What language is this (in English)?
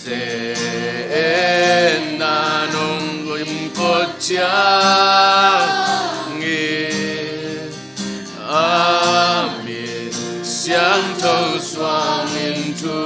Tedim Chin